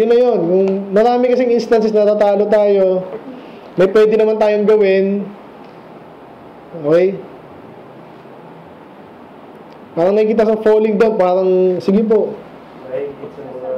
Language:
Filipino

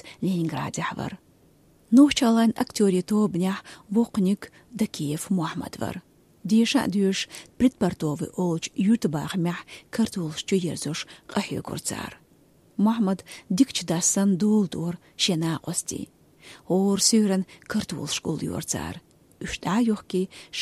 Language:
Chechen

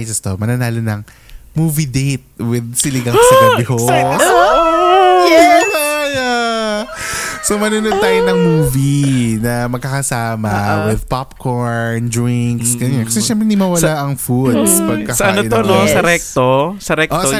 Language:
Filipino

